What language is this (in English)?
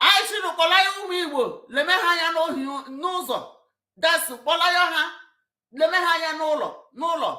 Igbo